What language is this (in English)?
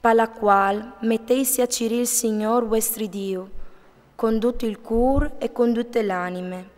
Friulian